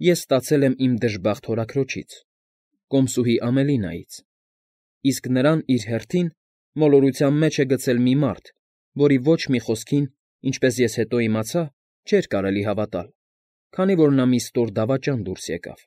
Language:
Armenian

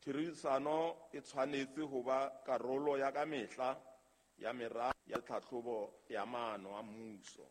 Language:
Southern Sotho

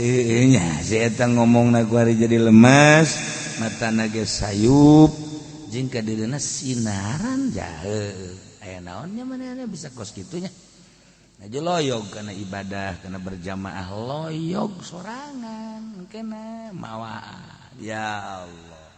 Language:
Sundanese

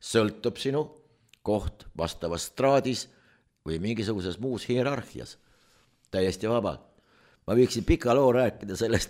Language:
Estonian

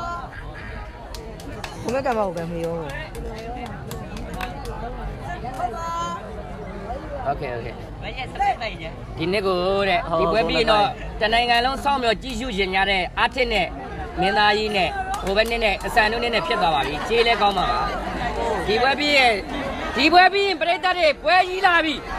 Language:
Burmese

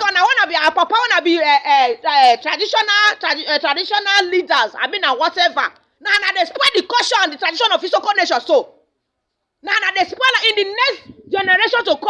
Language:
Nigerian Pidgin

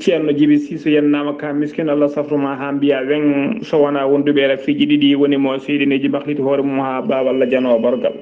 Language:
Fula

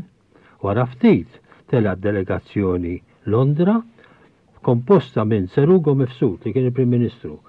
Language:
Maltese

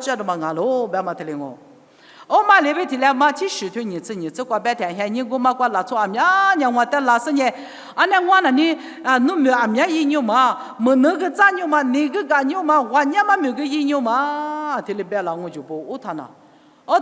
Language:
Lisu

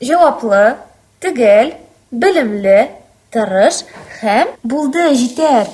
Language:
Tatar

